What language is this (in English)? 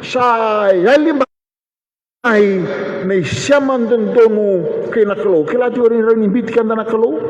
Fijian